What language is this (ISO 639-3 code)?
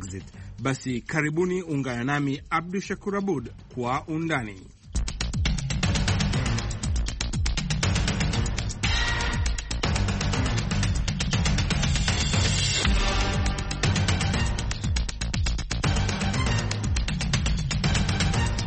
swa